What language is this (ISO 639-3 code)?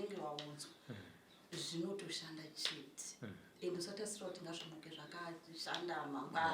sna